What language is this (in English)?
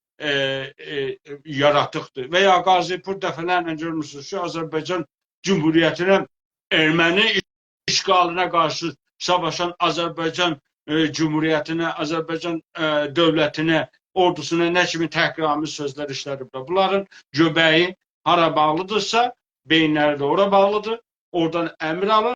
South Azerbaijani